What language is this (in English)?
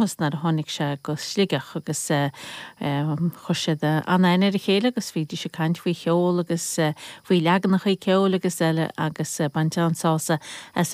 Irish